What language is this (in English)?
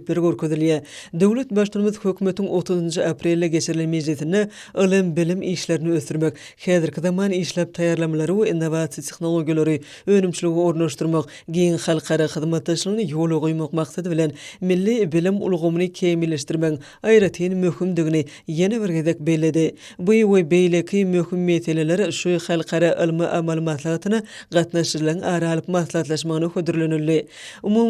Turkmen